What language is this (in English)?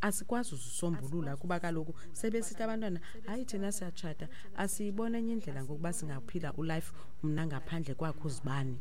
Xhosa